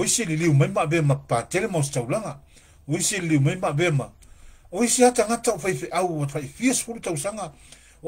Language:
Samoan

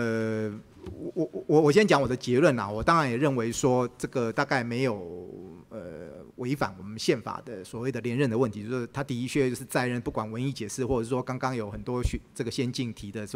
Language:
Chinese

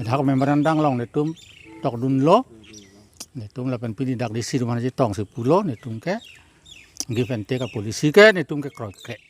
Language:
Karbi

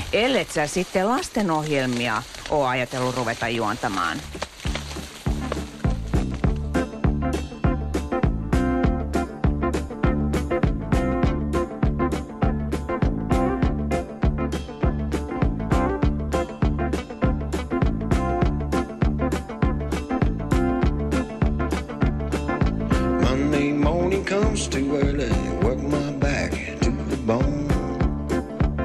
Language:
Finnish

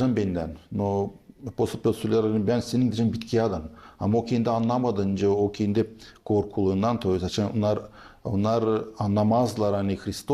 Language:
Gagauz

